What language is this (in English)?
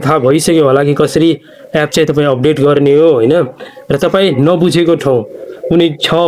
Nepali